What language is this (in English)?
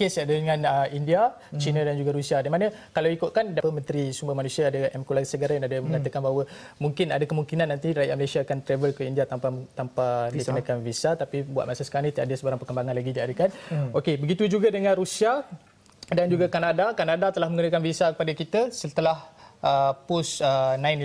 Malay